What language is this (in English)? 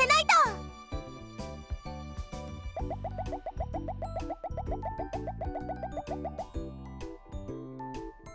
Japanese